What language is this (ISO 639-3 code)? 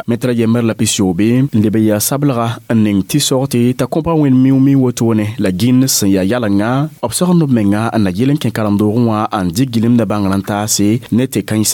mos